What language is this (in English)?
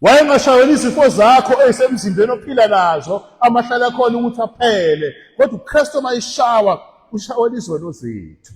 Zulu